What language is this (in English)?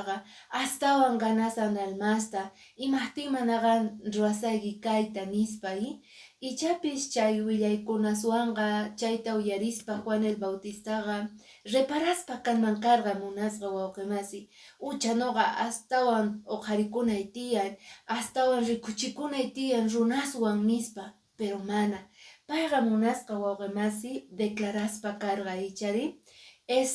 Quechua